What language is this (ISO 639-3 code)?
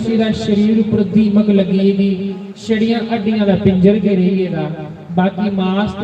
doi